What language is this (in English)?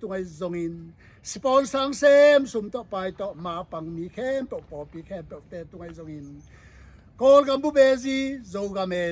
Tedim Chin